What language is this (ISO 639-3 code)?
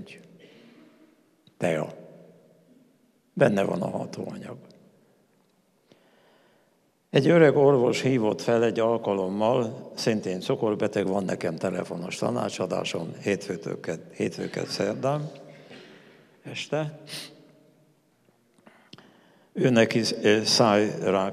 hun